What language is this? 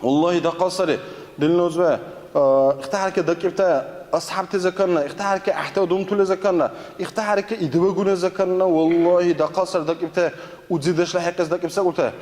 Dargwa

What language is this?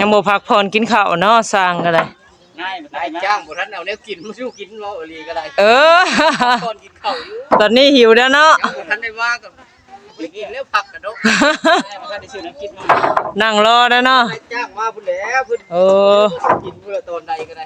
Northeastern Thai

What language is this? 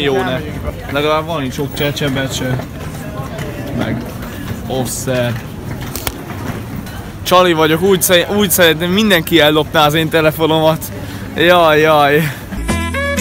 Hungarian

